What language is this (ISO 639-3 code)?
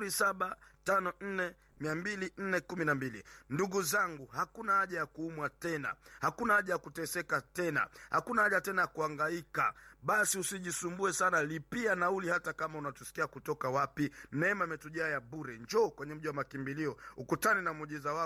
swa